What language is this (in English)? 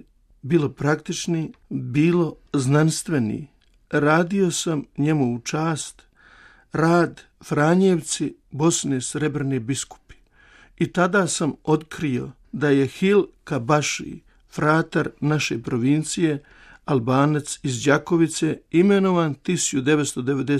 Croatian